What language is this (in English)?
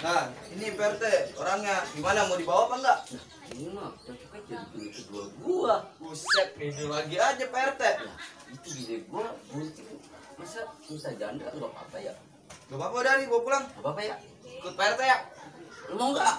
Betawi